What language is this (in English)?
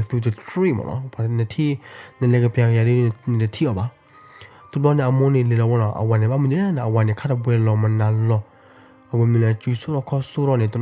S'gaw Karen